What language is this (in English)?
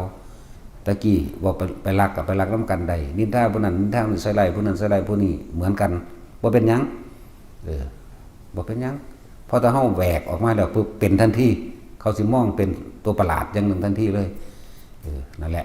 Northeastern Thai